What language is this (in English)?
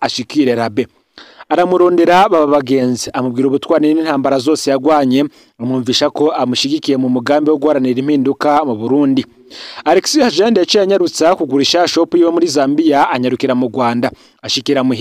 Rundi